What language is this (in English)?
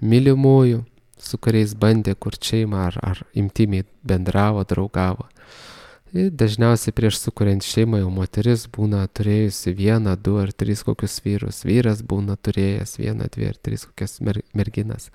Lithuanian